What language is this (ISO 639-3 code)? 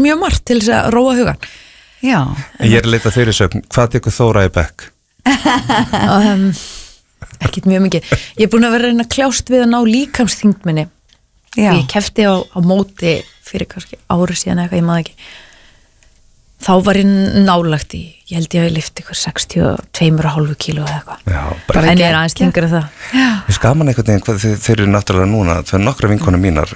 isl